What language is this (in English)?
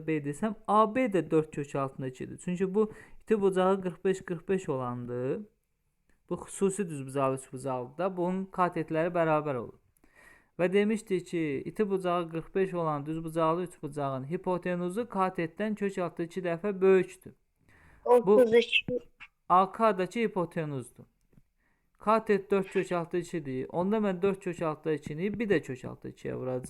Azerbaijani